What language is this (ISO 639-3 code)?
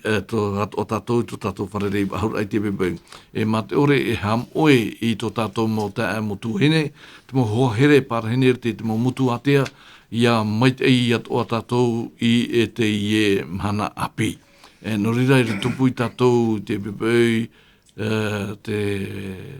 tah